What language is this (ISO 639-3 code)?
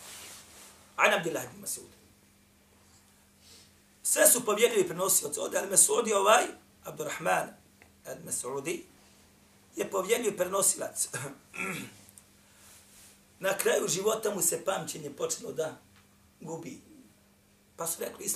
bos